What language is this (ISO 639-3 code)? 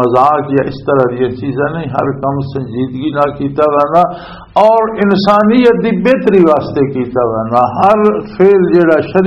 lah